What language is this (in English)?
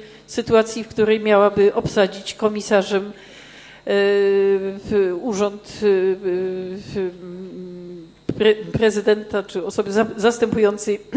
Polish